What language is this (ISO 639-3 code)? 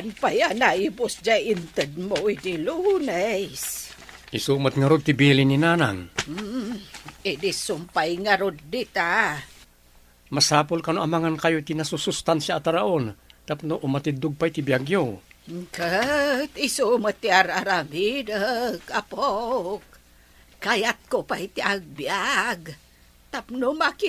ilo